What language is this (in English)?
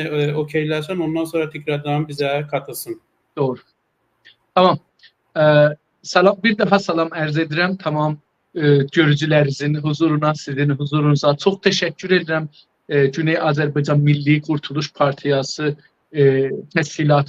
South Azerbaijani